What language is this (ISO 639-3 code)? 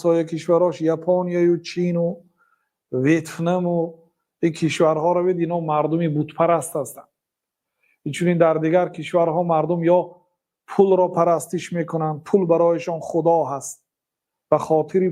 tgk